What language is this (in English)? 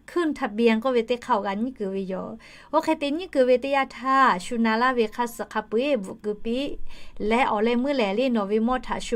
Lahu